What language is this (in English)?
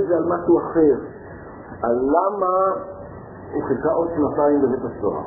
Hebrew